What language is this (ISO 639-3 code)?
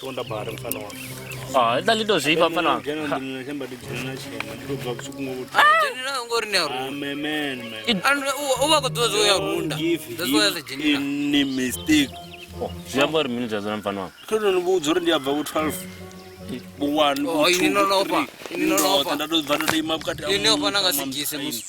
ven